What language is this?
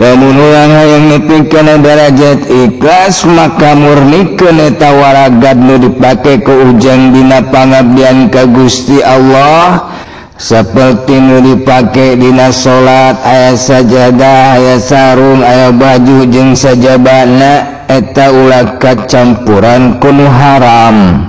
Sundanese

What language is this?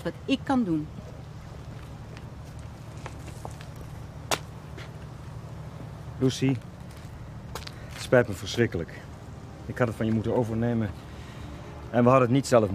Dutch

